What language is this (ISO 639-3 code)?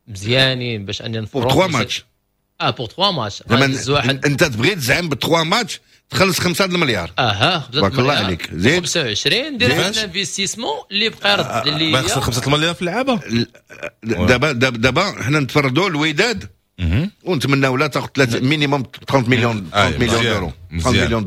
ary